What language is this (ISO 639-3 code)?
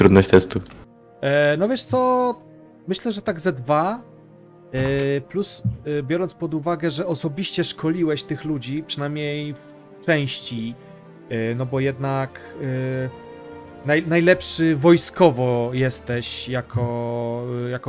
pol